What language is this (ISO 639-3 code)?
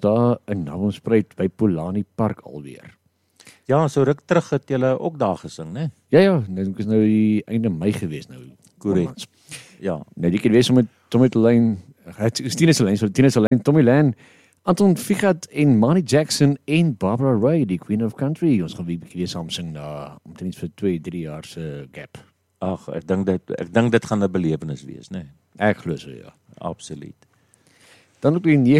afr